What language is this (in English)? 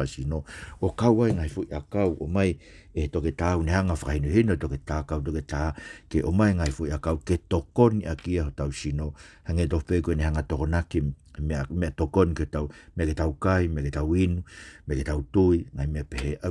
Tongan